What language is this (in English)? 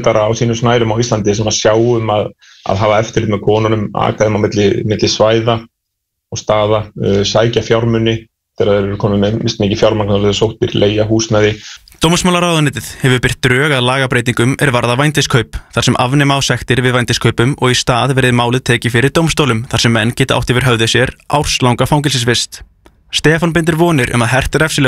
Icelandic